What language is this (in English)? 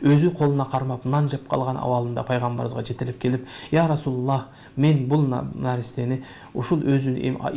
Kyrgyz